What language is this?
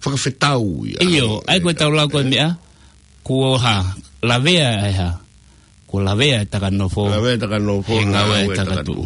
Tongan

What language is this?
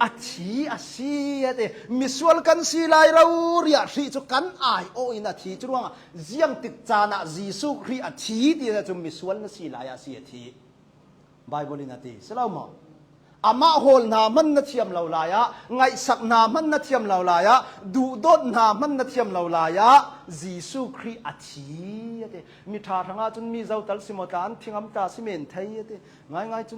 Hakha Chin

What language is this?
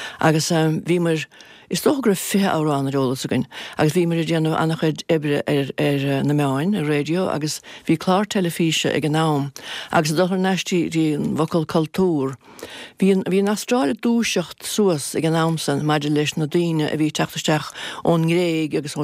Irish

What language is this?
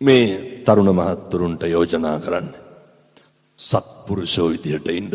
Sinhala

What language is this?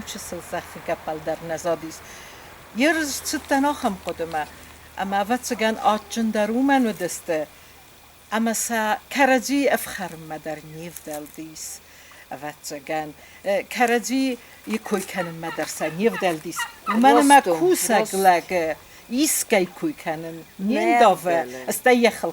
Ossetic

